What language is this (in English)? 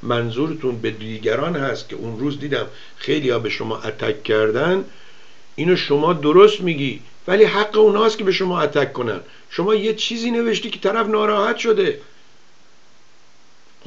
Persian